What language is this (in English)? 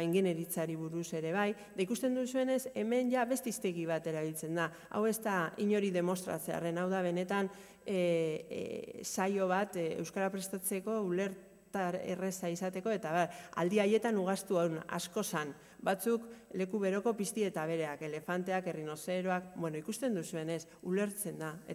Basque